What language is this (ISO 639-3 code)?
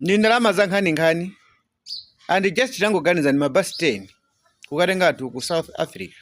nya